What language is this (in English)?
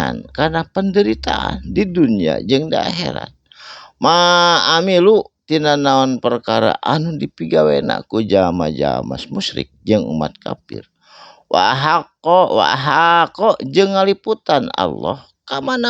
Sundanese